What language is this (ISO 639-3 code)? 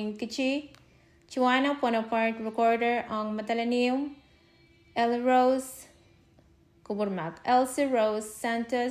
pon